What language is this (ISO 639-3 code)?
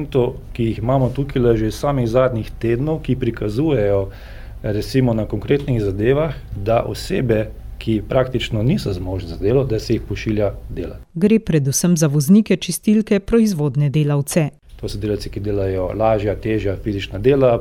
slv